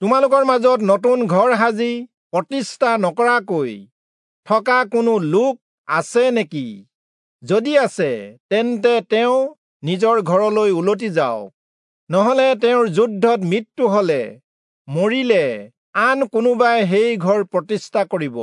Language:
Assamese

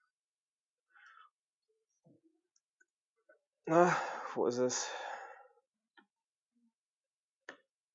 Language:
German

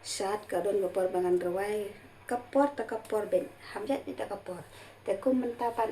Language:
Khasi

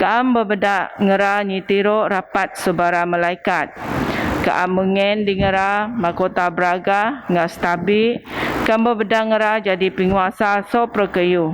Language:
Biatah Bidayuh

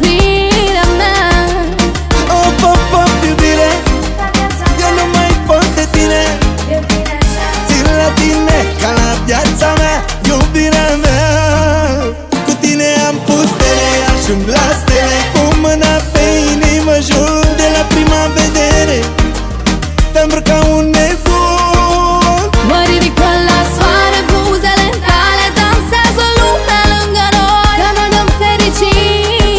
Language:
Romanian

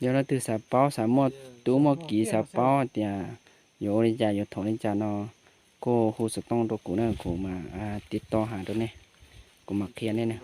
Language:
Hmong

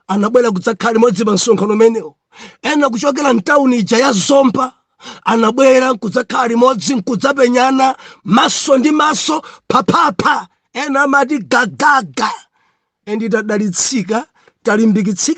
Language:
Nyanja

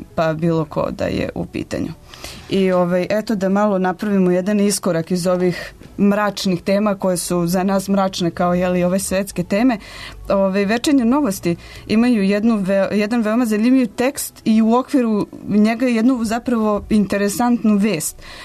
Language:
Serbian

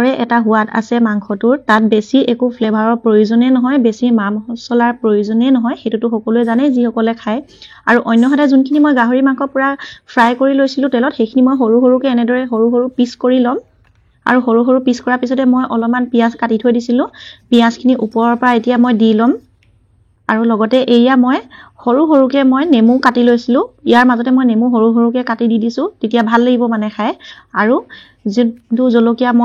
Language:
Assamese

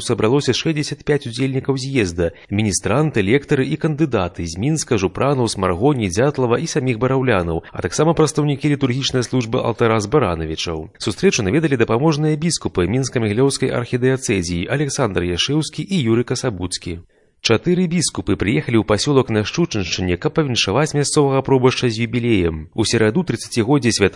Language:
Belarusian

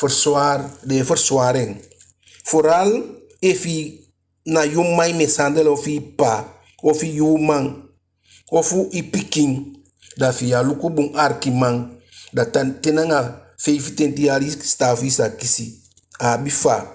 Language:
Eastern Maroon Creole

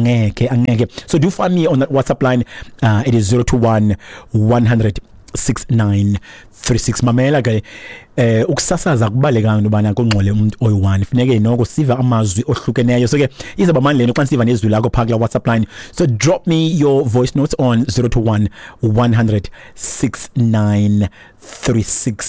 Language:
Xhosa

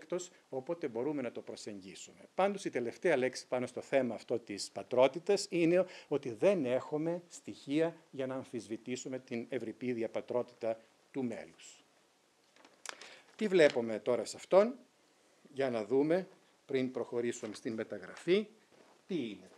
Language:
Greek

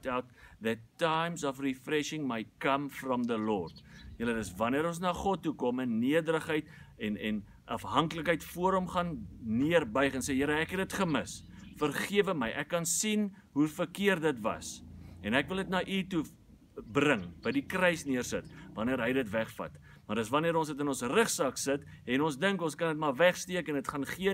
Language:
Afrikaans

